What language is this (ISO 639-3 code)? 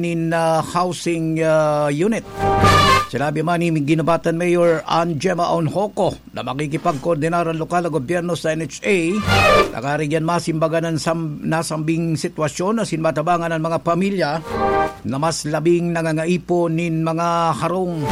bik